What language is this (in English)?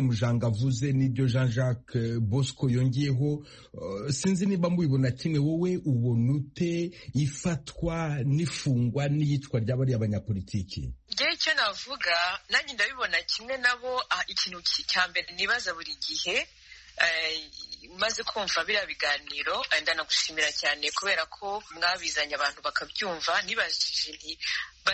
Kinyarwanda